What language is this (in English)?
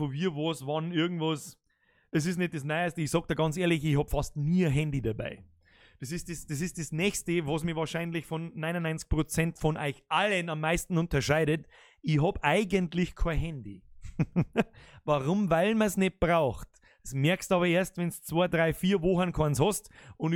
Bavarian